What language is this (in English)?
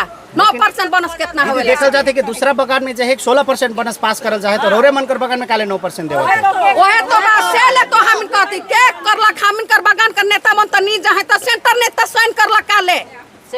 Sadri